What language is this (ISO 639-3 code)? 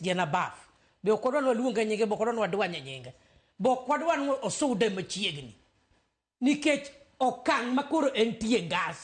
luo